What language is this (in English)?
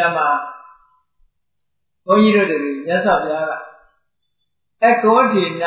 Burmese